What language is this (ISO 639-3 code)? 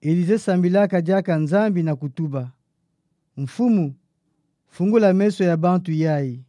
ktu